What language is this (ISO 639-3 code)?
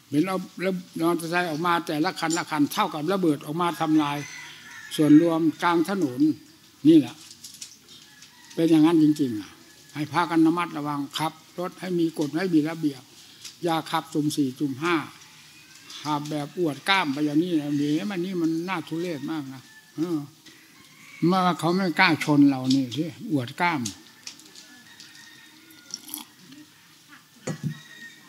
tha